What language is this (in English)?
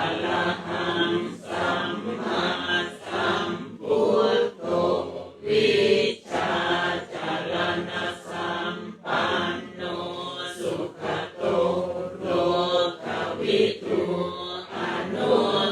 Pali